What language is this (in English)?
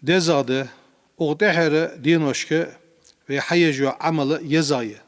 Ingush